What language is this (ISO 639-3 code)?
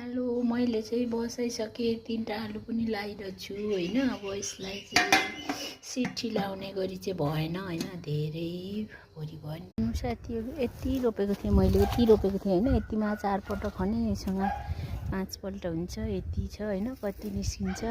nep